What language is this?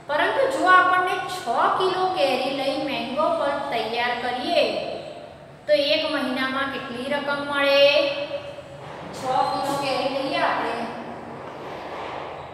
Gujarati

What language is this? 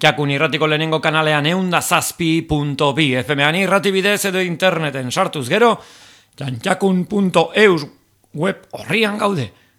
Basque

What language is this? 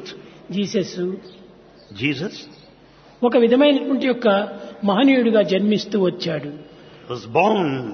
Telugu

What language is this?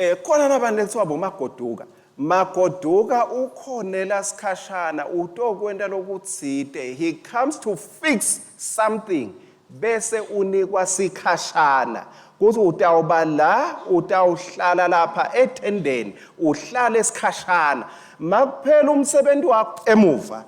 Swati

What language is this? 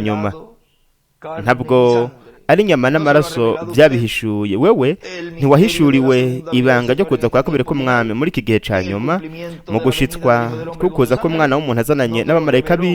Rundi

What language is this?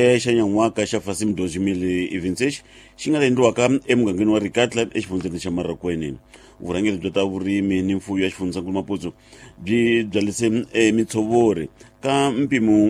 Tsonga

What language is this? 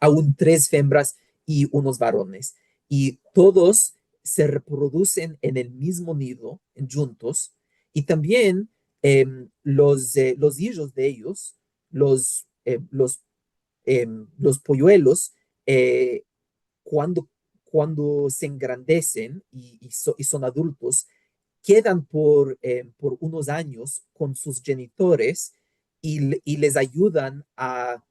Ladino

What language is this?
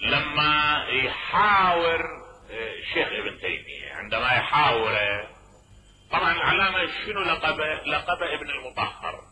Mesopotamian Arabic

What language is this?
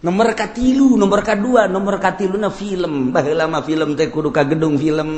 Sundanese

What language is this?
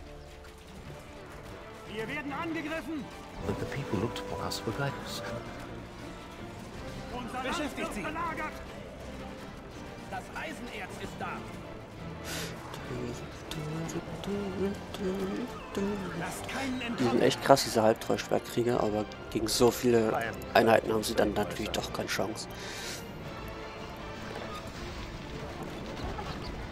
German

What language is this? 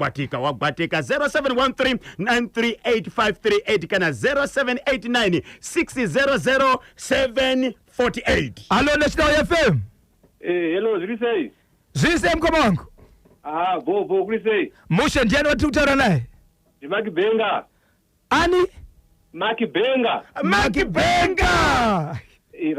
Shona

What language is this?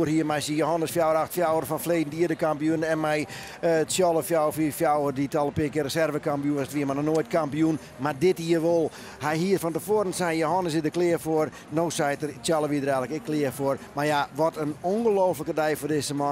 Western Frisian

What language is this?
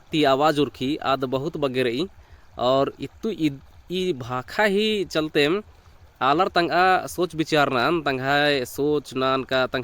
Kurukh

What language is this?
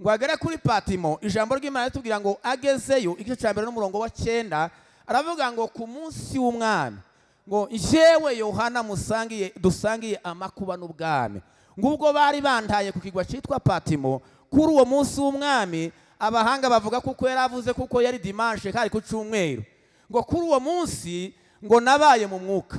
Kinyarwanda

